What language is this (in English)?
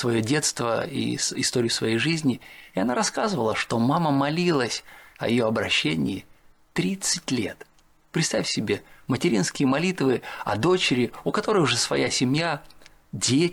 Russian